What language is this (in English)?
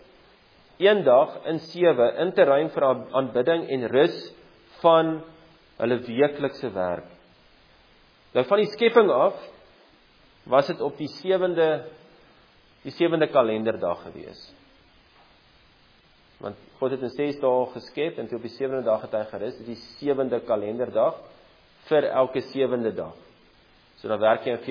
Afrikaans